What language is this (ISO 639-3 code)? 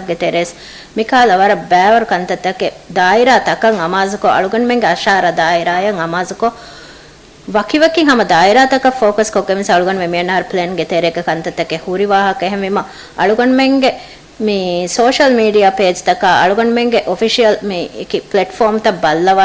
div